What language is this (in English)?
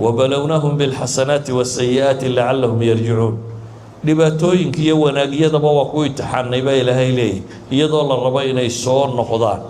Somali